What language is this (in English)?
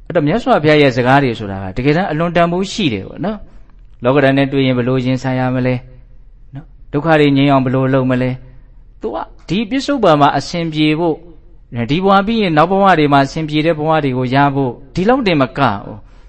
Burmese